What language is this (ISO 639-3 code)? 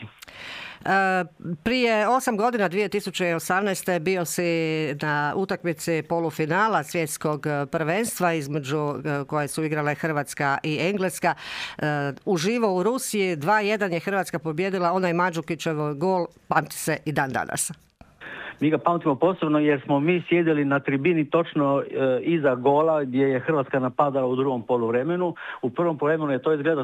hrv